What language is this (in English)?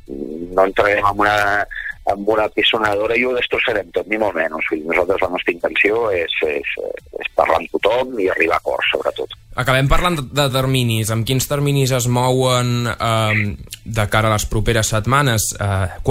Catalan